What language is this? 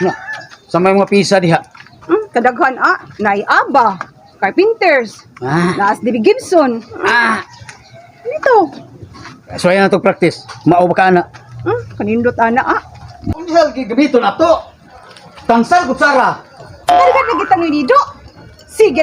Cebuano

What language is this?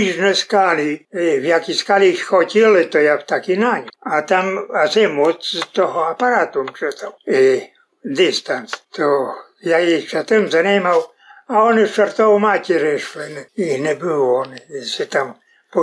Rusyn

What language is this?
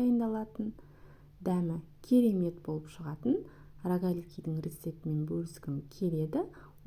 Kazakh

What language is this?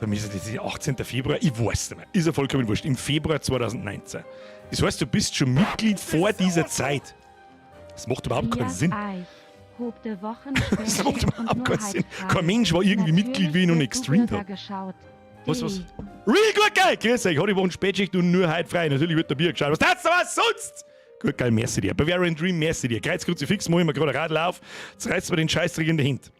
Bavarian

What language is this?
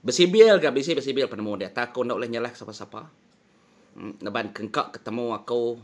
Iban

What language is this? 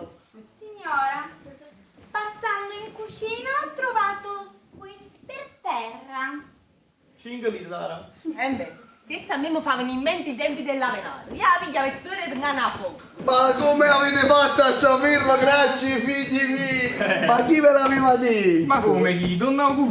Neapolitan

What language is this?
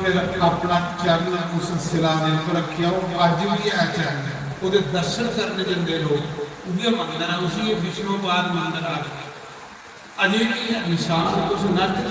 Dogri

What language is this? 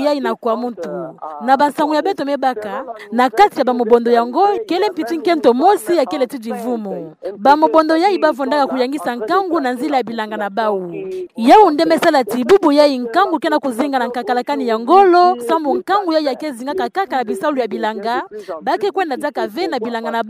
Kituba (Democratic Republic of Congo)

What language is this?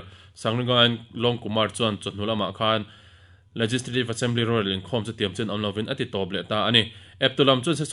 Mizo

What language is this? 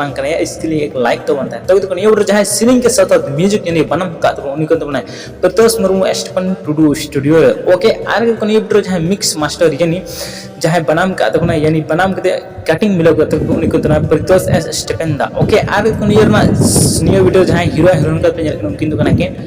Santali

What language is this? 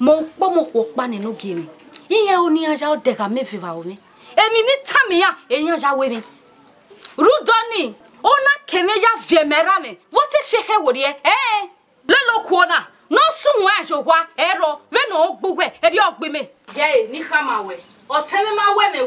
Bini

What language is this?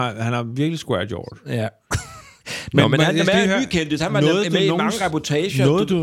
Danish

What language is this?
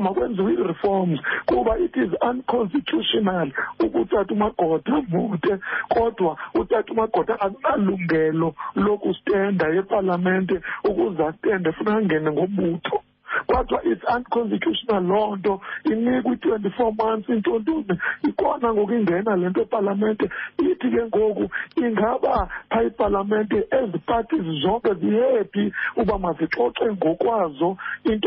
Xhosa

